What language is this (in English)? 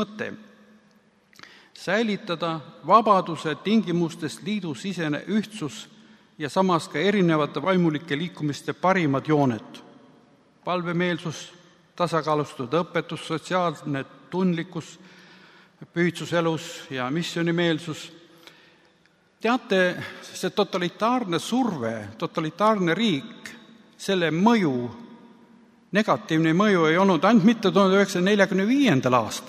Estonian